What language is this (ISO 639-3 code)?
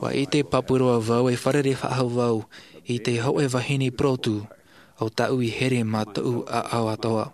tah